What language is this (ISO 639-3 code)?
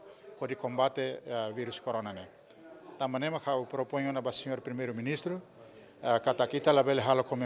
tet